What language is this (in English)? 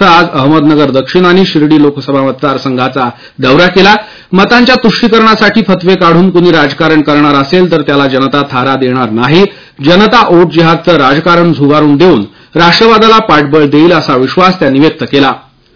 Marathi